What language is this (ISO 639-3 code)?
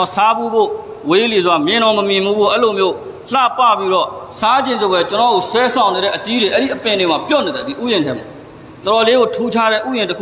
mya